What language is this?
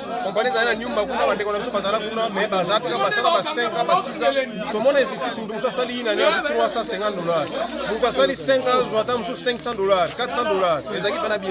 Lingala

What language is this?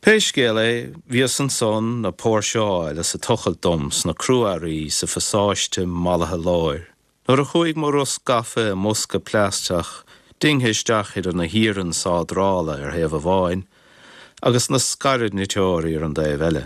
Irish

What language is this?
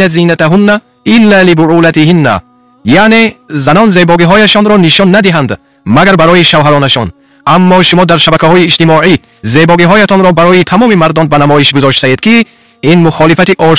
Tajik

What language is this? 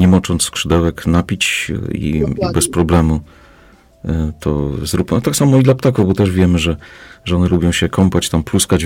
Polish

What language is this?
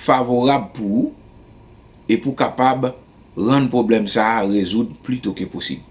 Haitian Creole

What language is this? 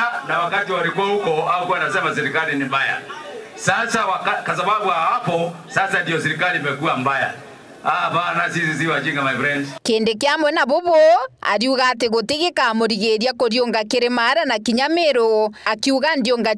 Meru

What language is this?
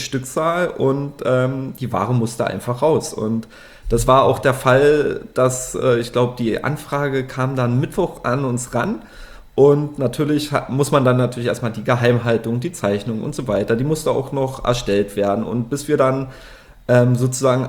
German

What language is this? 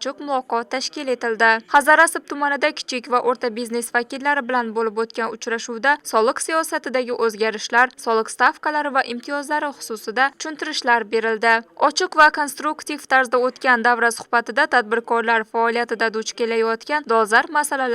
Uzbek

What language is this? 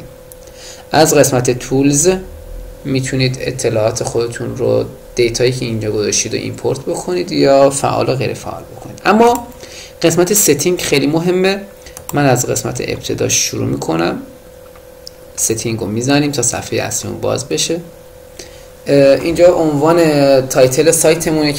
Persian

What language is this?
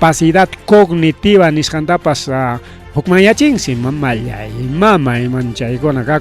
Ayacucho Quechua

